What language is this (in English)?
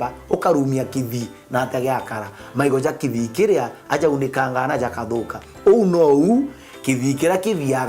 Meru